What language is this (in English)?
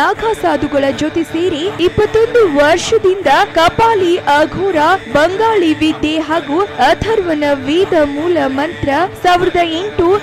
Kannada